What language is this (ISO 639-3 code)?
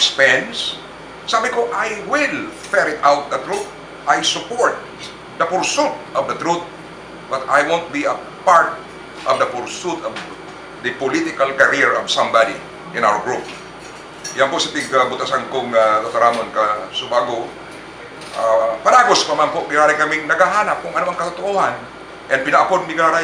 bik